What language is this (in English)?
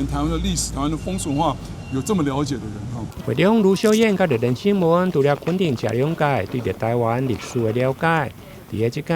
Min Nan Chinese